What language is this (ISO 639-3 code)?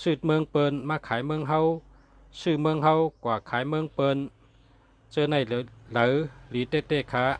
shn